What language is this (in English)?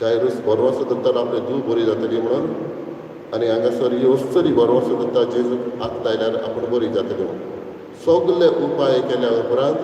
Konkani